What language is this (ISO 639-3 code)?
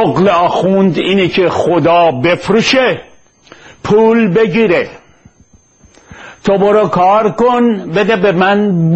fas